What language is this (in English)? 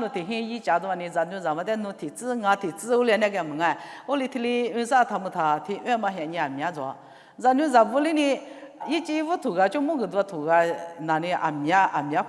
Lisu